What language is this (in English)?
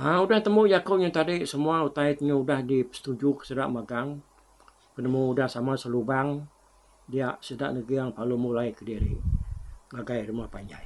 Iban